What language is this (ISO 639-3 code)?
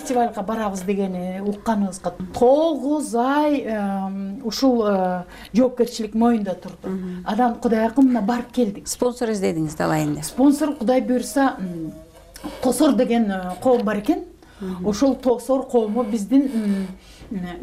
kir